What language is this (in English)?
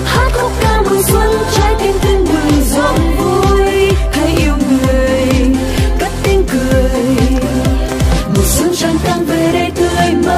Vietnamese